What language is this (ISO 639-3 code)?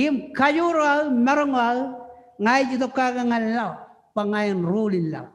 mah